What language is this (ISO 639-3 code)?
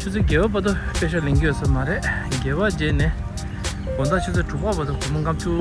bod